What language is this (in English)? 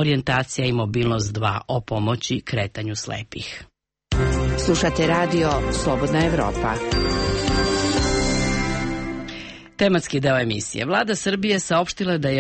Serbian